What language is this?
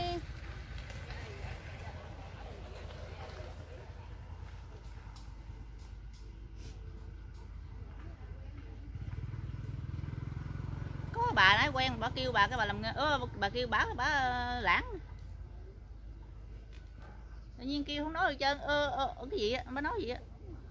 Vietnamese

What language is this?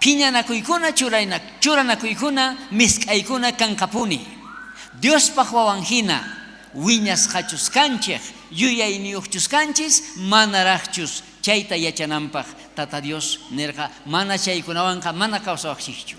South Bolivian Quechua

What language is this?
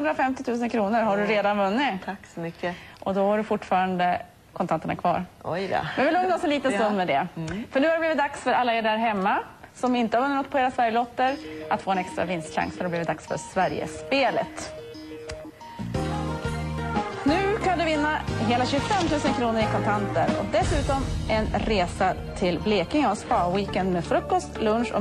Swedish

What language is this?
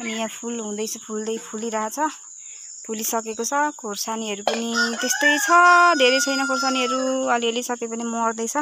Nepali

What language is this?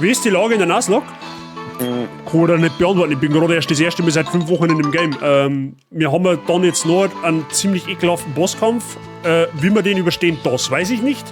Bavarian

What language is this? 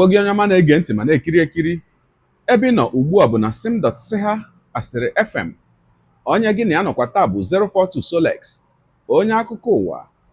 Igbo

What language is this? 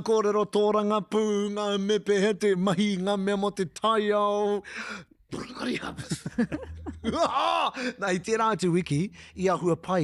Māori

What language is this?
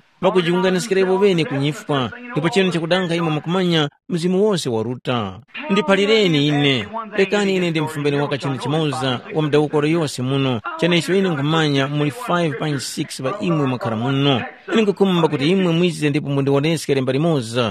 Tumbuka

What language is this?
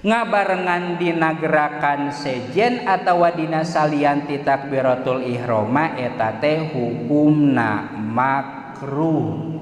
Sundanese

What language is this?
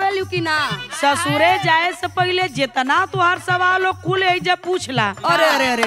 Bhojpuri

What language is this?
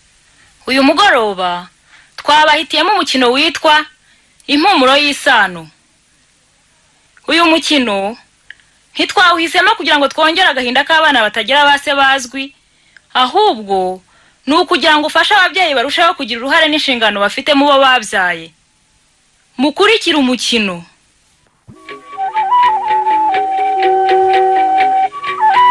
Kinyarwanda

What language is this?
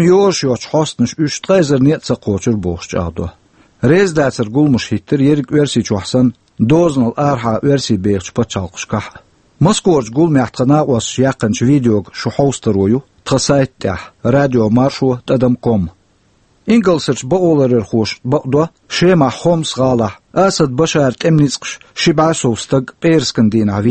Chechen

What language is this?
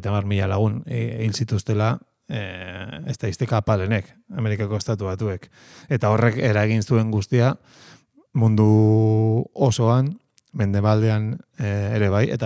Basque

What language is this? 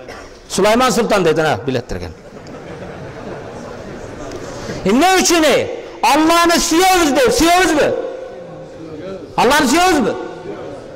Kyrgyz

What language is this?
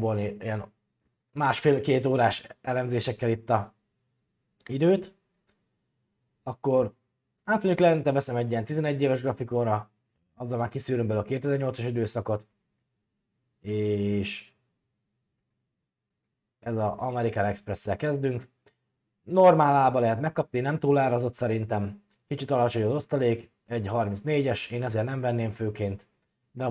Hungarian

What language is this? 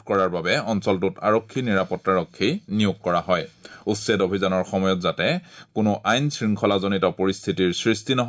Assamese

